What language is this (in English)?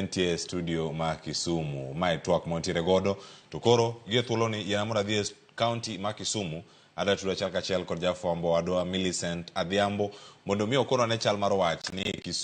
Luo (Kenya and Tanzania)